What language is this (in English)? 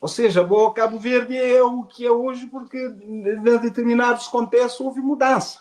Kabuverdianu